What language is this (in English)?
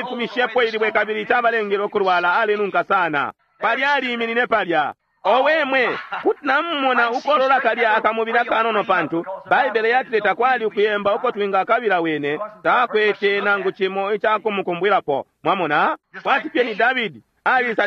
Bemba